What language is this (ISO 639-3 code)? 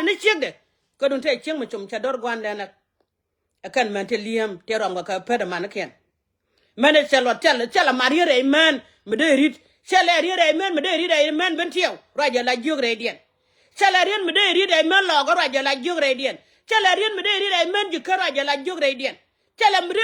nus